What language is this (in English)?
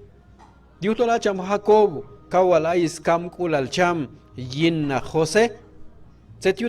Q'anjob'al